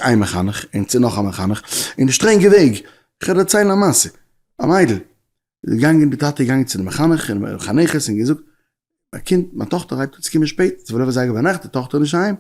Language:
Yiddish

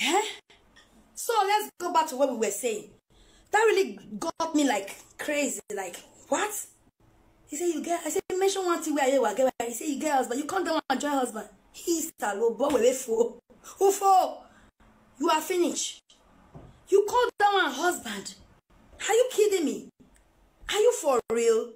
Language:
Nigerian Pidgin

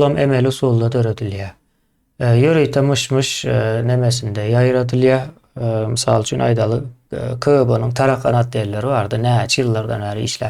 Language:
Turkmen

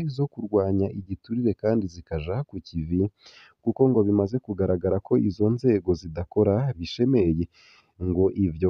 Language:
Rundi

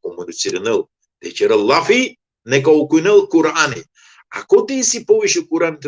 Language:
Balkan Romani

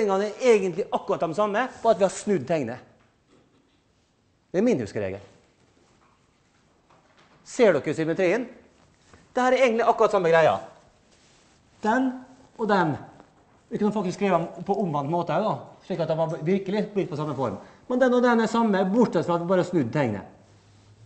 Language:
Norwegian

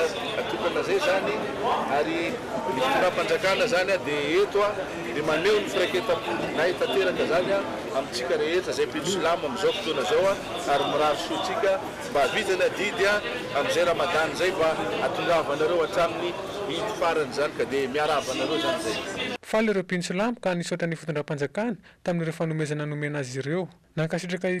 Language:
Malagasy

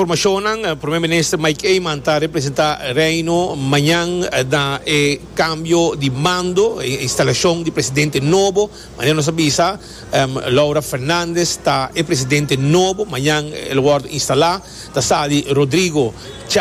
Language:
Papiamento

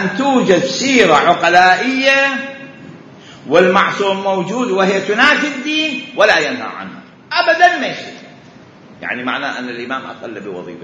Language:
Mesopotamian Arabic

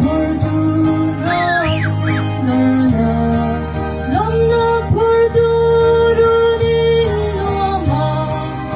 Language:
Hakha Chin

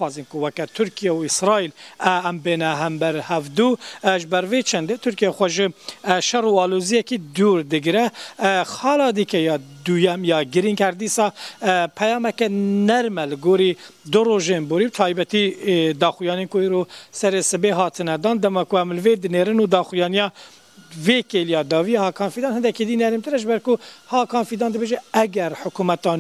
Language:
Kurdish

